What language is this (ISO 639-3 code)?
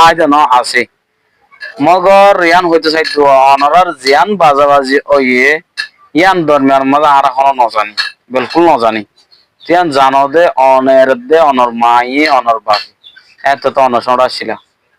rhg